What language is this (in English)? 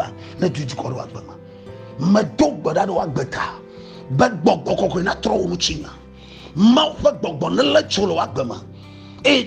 Ewe